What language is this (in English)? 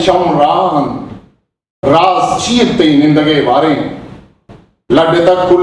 Eastern Balochi